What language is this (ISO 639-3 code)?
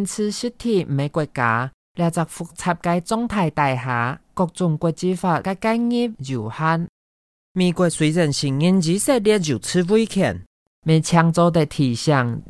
hak